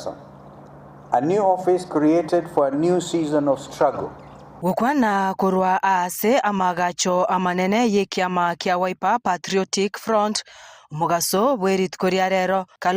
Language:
Gusii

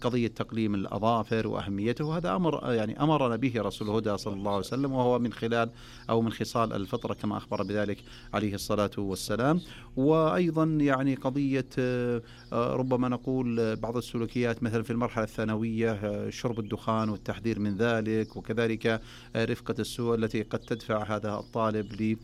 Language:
Najdi Arabic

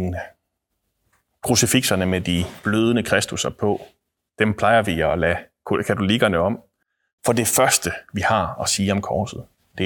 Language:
Danish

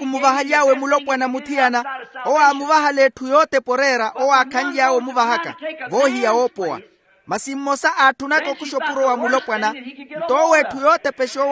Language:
Makhuwa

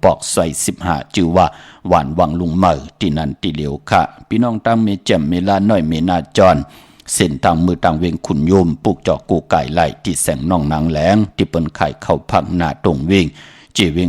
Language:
Shan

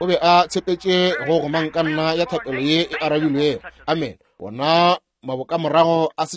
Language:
Northern Sotho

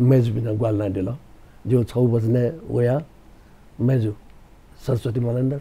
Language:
Newari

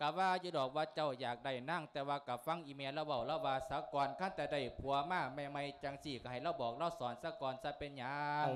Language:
Lao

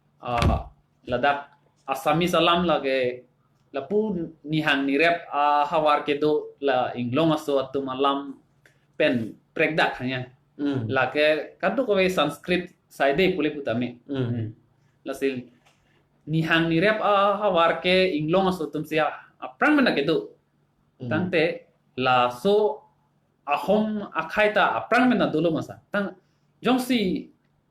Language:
Karbi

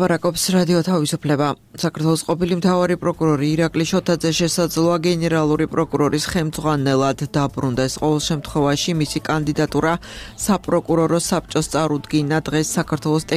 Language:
Georgian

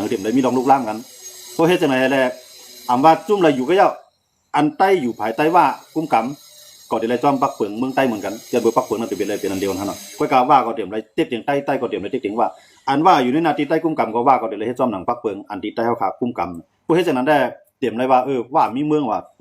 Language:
Shan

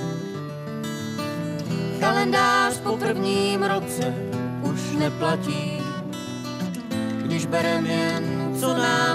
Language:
Czech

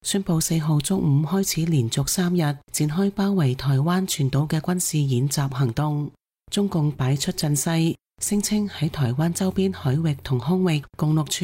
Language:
Cantonese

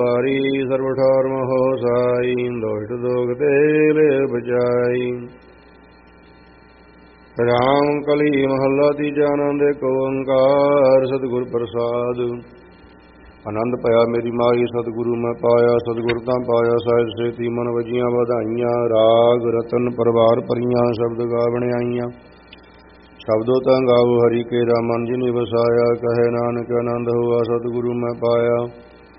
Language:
Punjabi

